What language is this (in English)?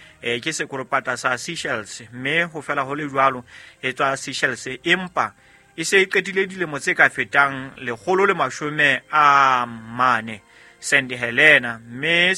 Southern Sotho